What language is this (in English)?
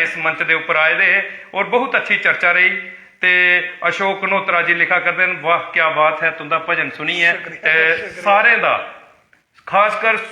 Dogri